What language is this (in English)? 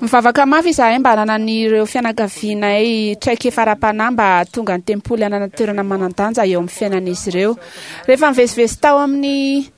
Malagasy